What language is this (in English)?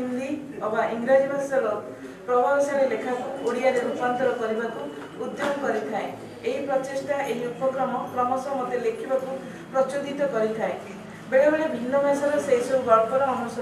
Odia